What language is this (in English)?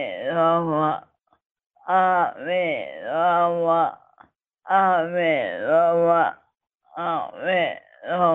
Galician